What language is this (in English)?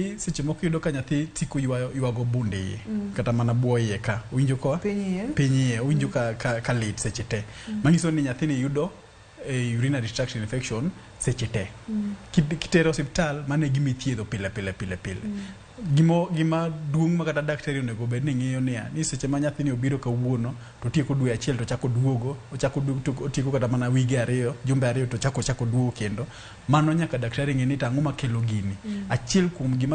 Luo (Kenya and Tanzania)